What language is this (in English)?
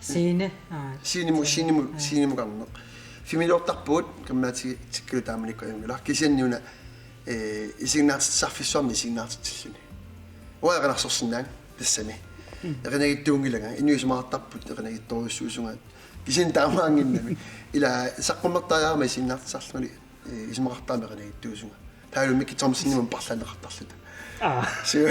Kalaallisut